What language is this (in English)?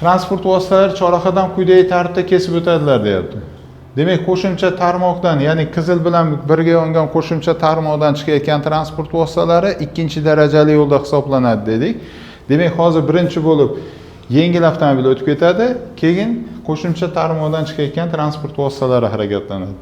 Uzbek